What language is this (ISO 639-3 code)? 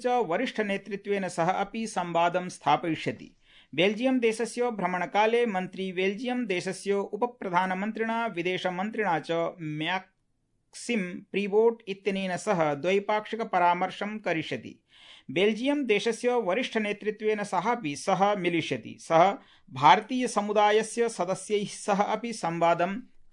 san